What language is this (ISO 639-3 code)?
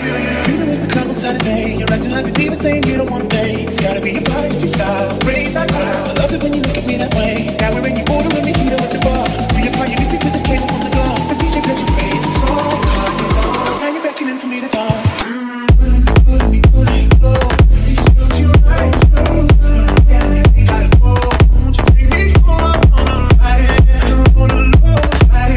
eng